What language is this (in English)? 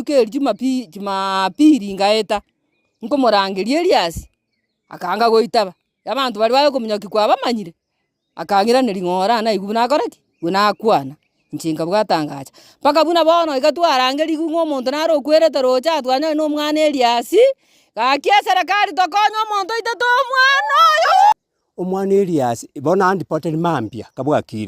Gusii